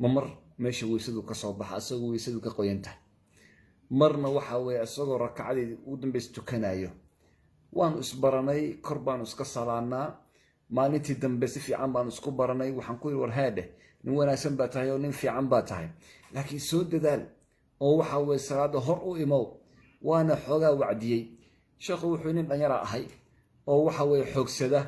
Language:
Somali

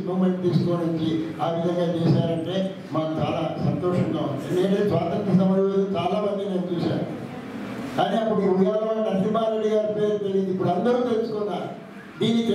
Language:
Telugu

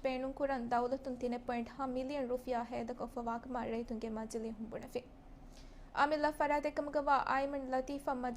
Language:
Divehi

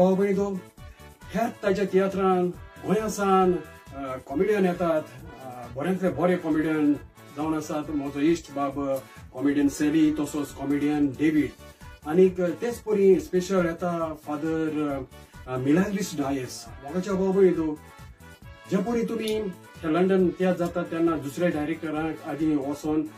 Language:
Konkani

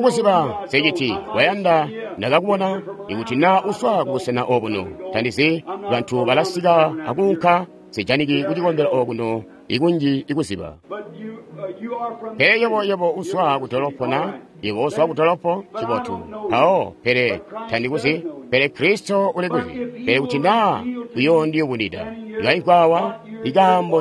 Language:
Tonga (Zambia)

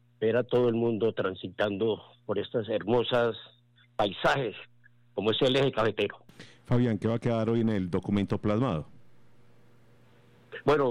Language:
Spanish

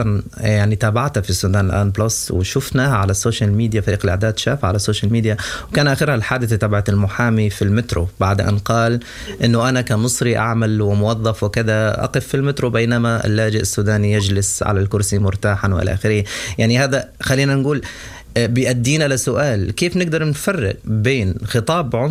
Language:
Sudanese Arabic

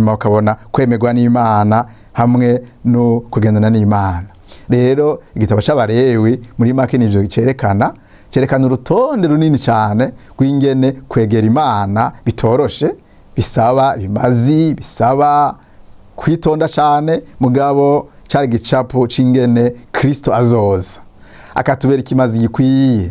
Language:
Rundi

